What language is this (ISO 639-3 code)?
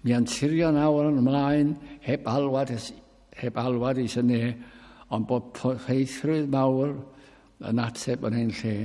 cym